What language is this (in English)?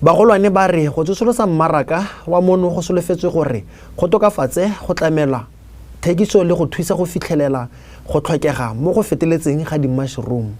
Tswana